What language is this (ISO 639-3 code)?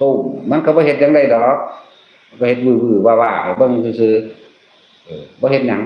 tts